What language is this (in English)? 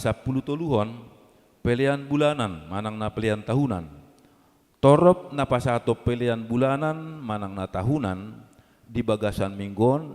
Batak Toba